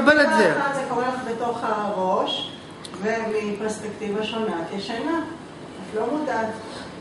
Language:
Hebrew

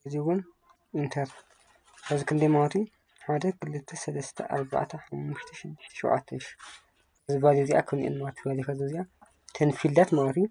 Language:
Tigrinya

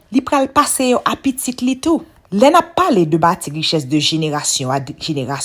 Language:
Haitian Creole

